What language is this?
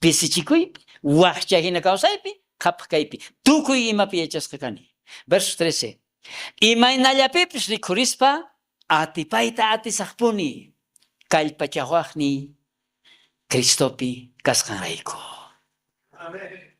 South Bolivian Quechua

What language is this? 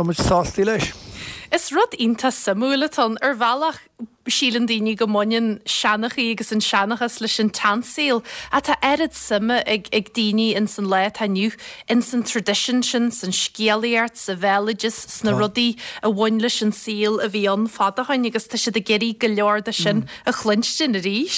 Irish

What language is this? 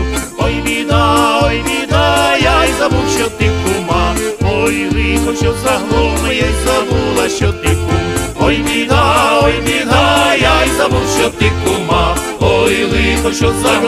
Ukrainian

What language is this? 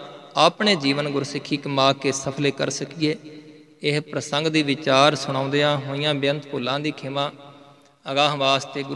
Punjabi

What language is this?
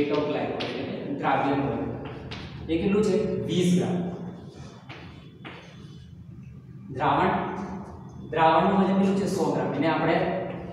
Gujarati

